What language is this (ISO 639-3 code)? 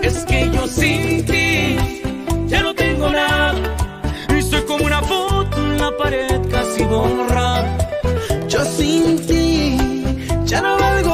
spa